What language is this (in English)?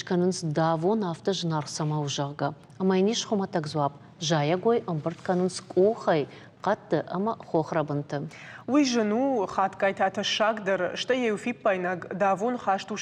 Ossetic